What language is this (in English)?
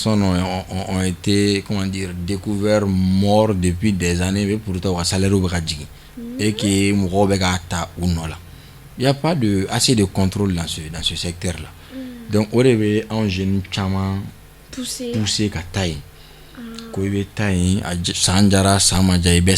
Bambara